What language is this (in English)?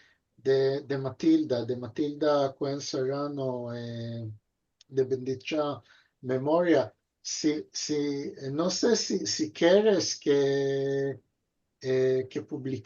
Ladino